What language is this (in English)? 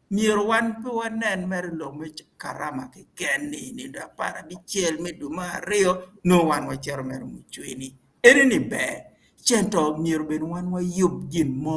Acoli